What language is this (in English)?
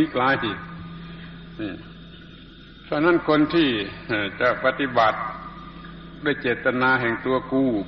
Thai